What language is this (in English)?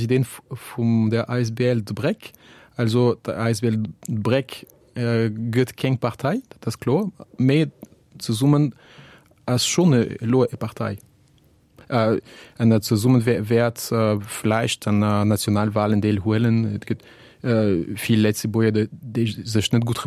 Luxembourgish